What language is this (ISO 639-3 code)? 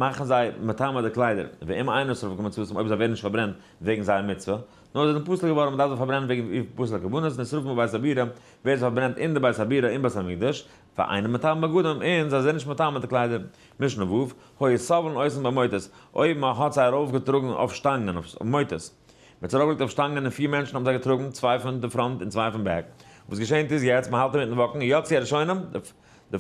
yid